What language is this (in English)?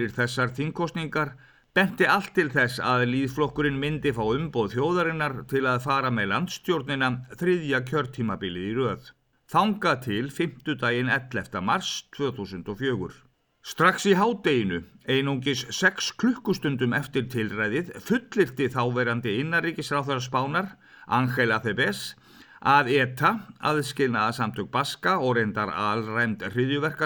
Icelandic